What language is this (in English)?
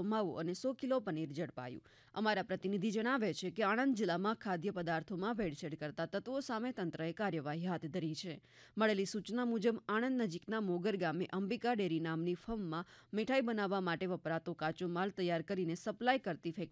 Gujarati